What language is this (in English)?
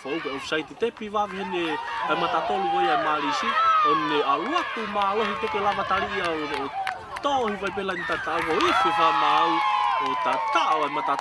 Tongan